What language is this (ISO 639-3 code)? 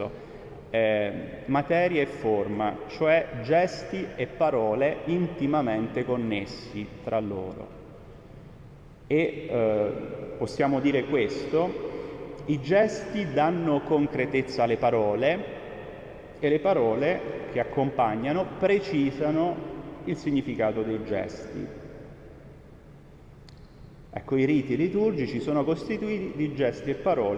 ita